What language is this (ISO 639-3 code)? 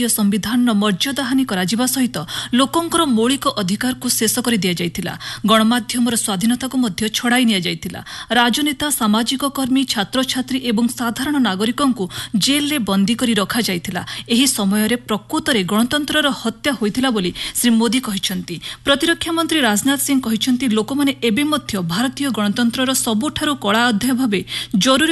ori